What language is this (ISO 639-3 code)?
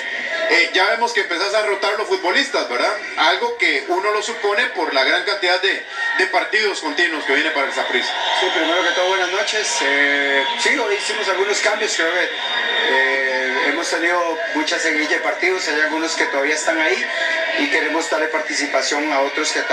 spa